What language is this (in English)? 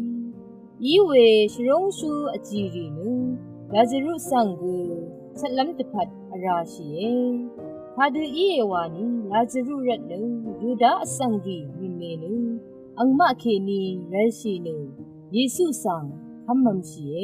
Rawang